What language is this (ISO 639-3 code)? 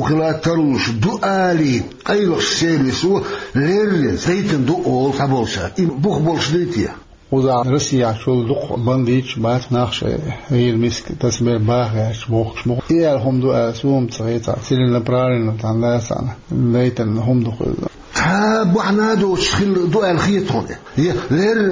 che